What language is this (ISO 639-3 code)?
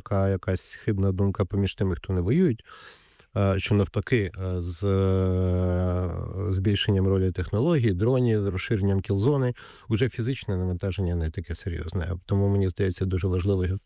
ukr